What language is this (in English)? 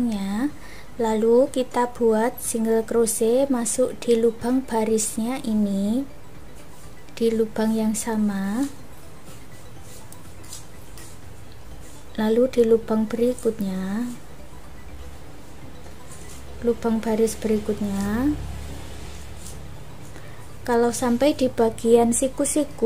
Indonesian